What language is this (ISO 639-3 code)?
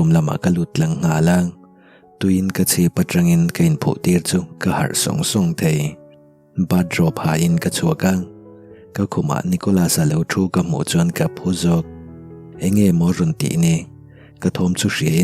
lus